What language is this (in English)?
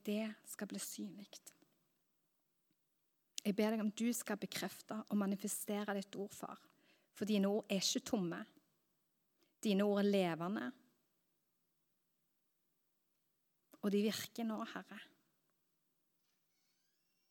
Norwegian